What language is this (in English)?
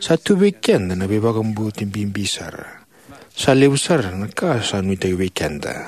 Fijian